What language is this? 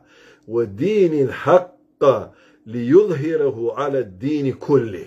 Macedonian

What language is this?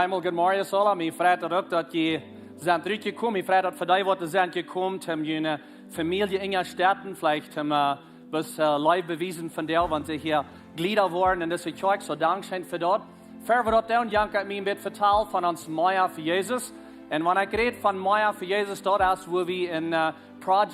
Plautdietsch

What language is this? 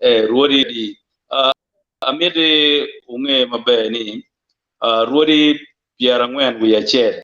Acoli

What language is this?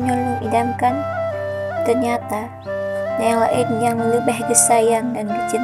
Achinese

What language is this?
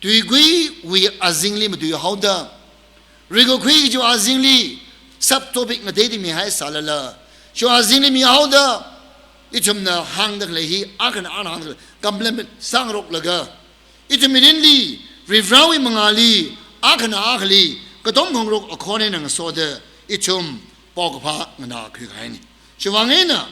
Tangkhul Naga (India)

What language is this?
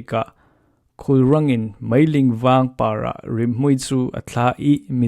Falam Chin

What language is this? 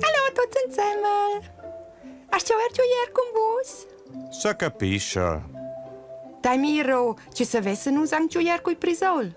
Romansh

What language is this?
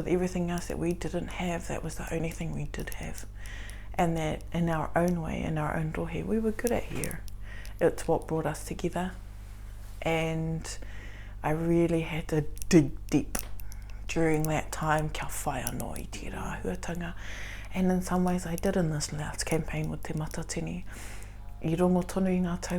Māori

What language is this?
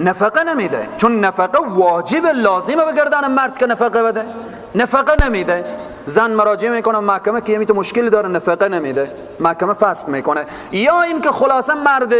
Persian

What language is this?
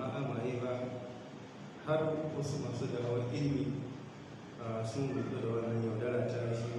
Hausa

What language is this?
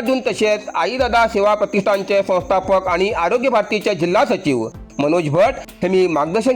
Konkani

